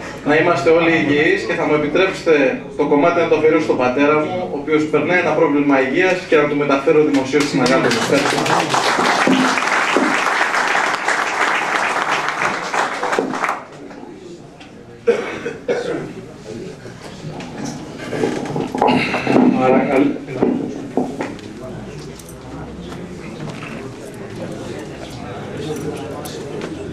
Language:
Greek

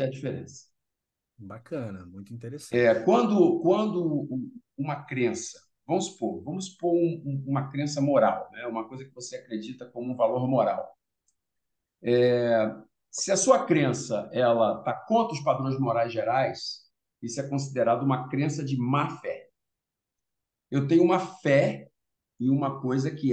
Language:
Portuguese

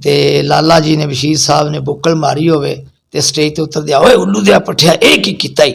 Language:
Western Panjabi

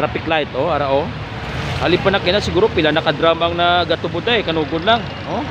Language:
Hiligaynon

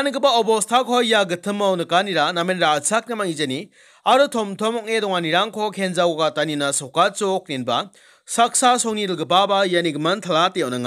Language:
Garo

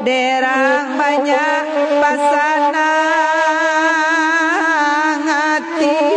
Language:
Minangkabau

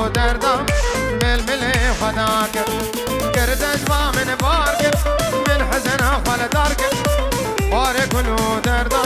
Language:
Kurdish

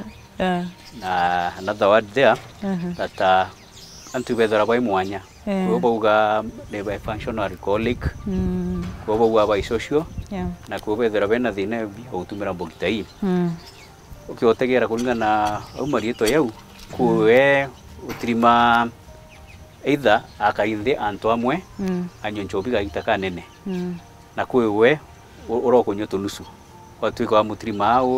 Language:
Meru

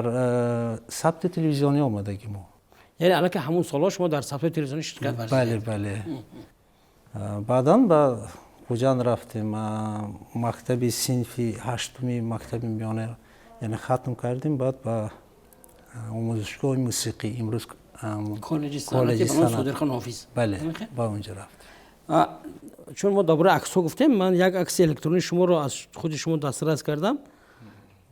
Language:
Tajik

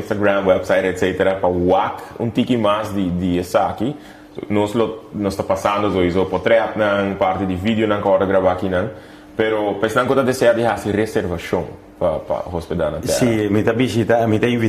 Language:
Papiamento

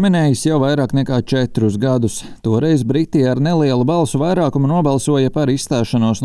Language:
Latvian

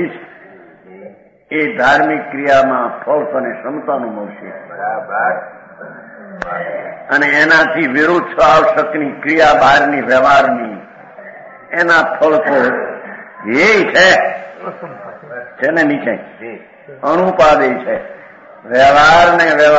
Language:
Gujarati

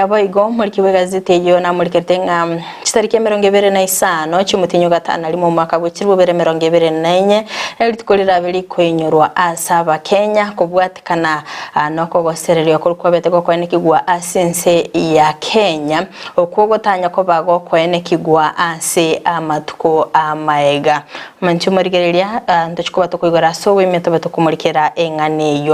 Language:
Gusii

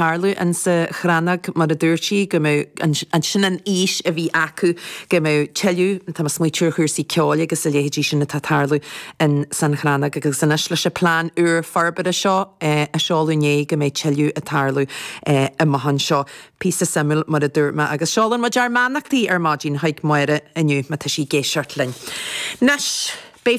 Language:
Irish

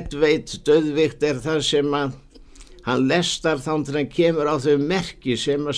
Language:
Icelandic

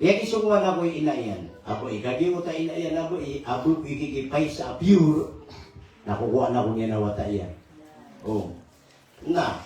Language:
Maranao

